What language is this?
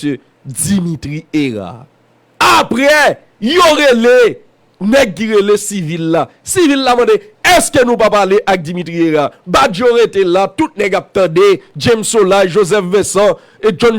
Haitian Creole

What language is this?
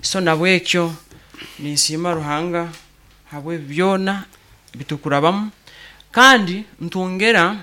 Nyoro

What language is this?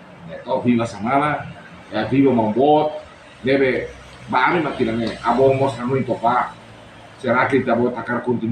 Tetum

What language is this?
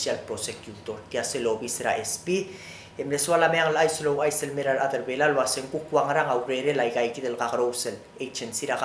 Palauan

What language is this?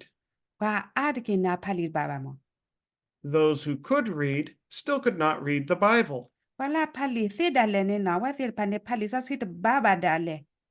S'gaw Karen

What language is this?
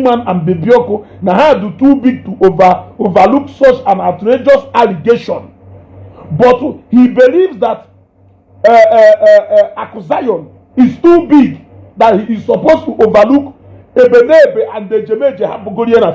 Igbo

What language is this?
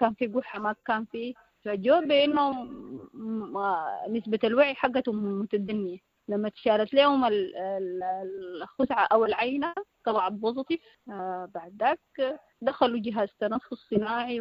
Sudanese Arabic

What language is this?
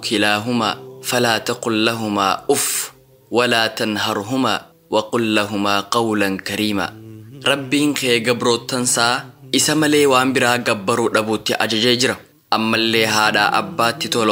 Oromo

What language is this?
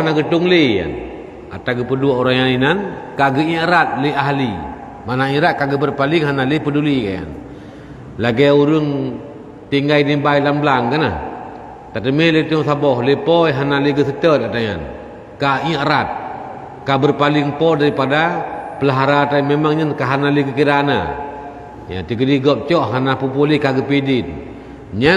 Achinese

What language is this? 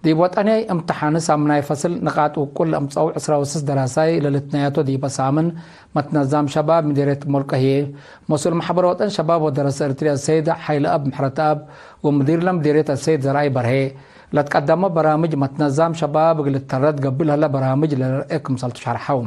Tigre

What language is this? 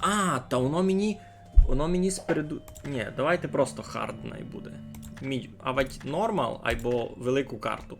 Rusyn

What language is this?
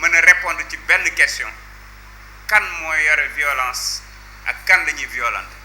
Wolof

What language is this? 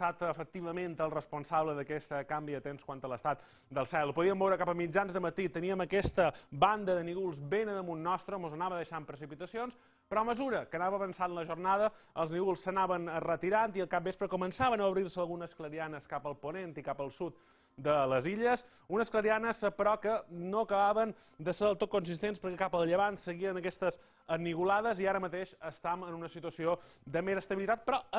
Catalan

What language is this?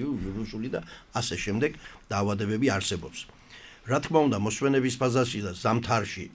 Georgian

